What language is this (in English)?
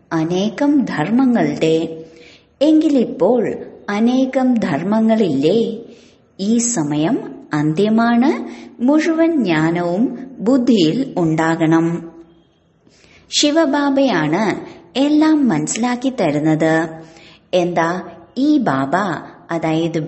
Malayalam